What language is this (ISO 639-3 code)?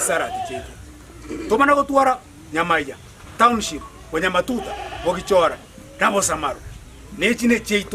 guz